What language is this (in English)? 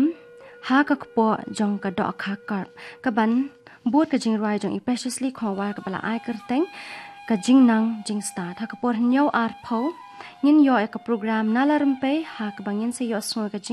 Khasi